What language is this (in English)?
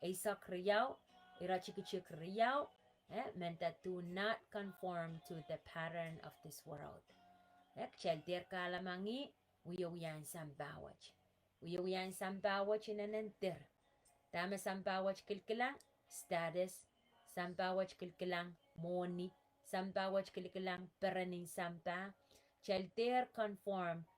Pohnpeian